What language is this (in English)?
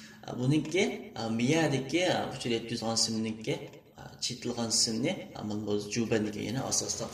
Uyghur